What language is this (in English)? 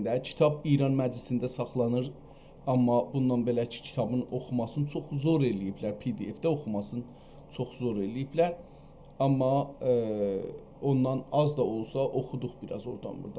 South Azerbaijani